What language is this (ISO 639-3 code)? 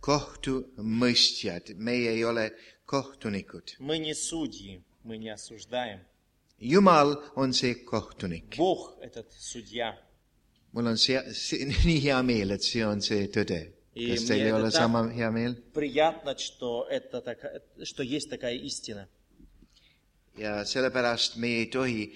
est